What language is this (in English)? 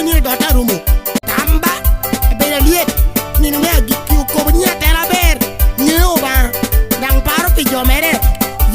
Lango (Uganda)